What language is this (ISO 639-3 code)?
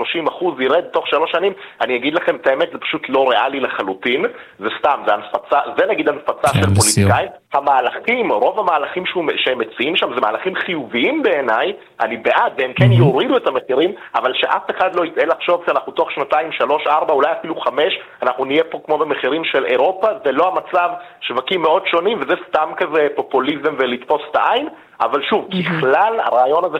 heb